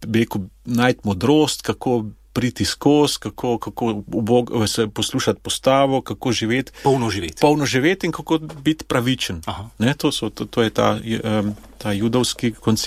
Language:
Slovenian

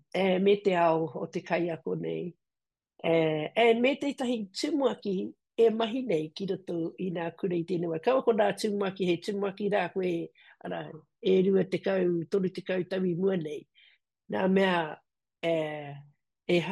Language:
Māori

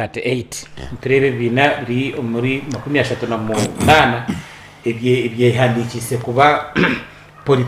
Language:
Nyankole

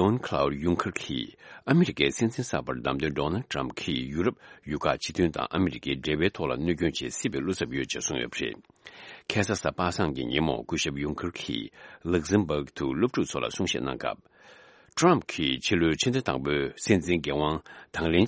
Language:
Tibetan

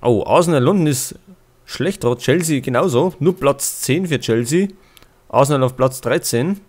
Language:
Bavarian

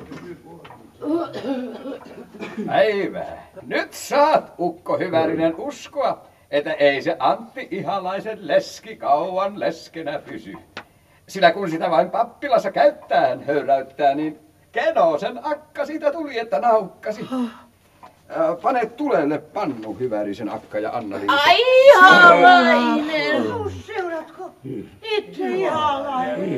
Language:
Finnish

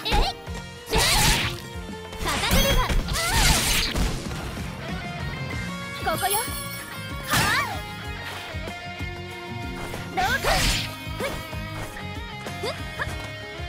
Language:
Japanese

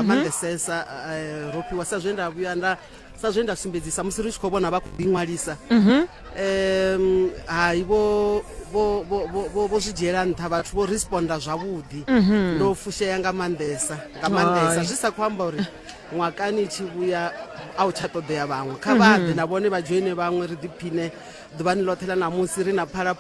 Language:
Venda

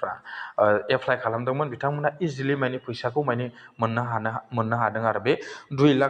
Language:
Bodo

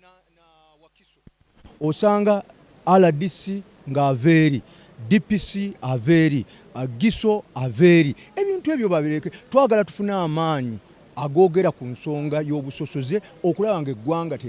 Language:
Ganda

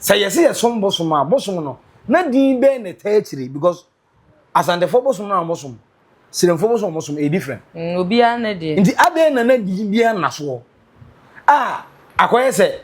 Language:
Akan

